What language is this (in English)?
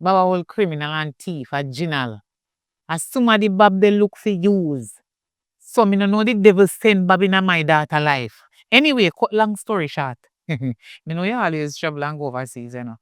Jamaican Creole English